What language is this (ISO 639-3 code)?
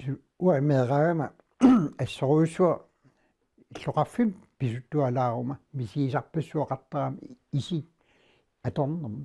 kal